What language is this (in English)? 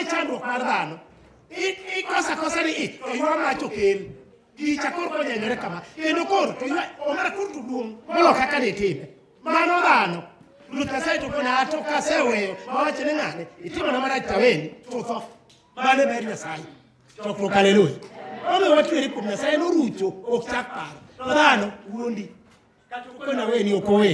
Luo (Kenya and Tanzania)